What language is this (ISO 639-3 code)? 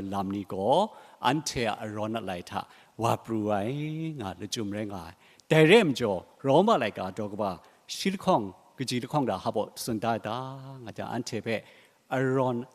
kac